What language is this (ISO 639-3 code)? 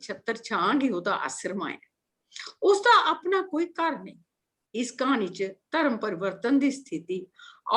doi